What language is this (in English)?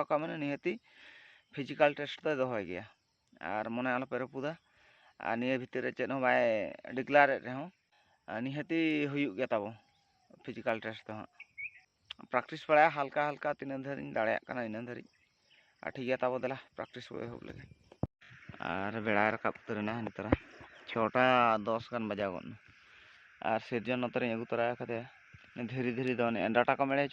Santali